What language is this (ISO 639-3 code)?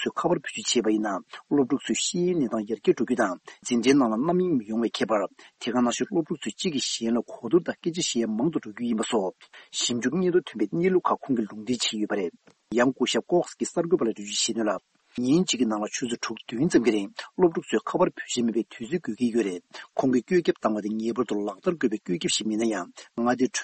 bod